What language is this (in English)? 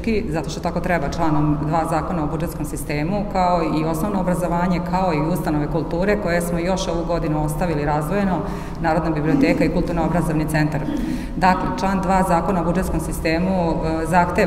Serbian